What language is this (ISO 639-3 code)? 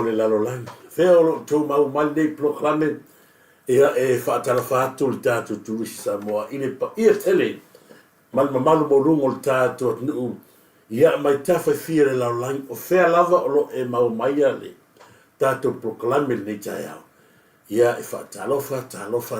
smo